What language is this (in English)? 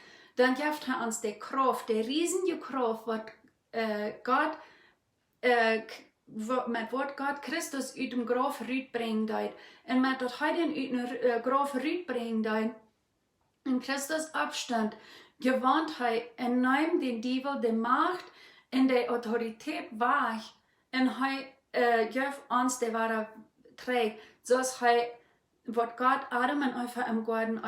Plautdietsch